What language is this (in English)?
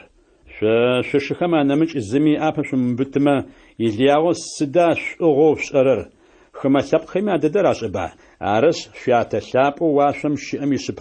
Adyghe